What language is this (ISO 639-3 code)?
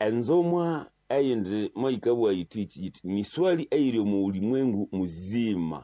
nnb